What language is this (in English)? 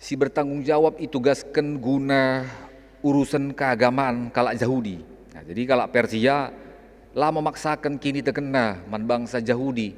Batak Karo